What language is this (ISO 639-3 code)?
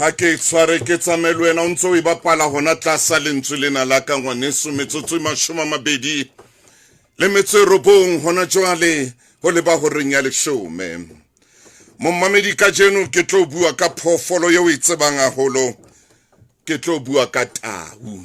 sot